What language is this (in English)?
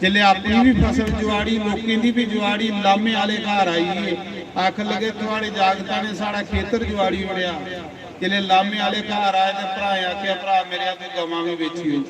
Dogri